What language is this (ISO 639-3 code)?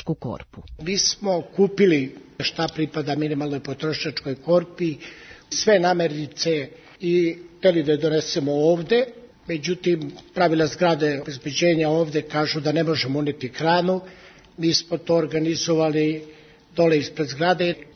srp